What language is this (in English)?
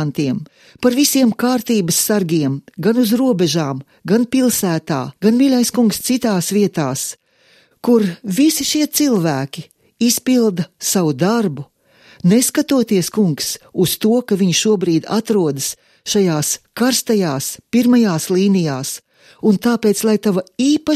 Latvian